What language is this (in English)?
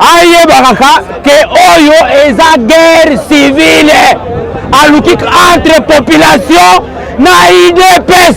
Lingala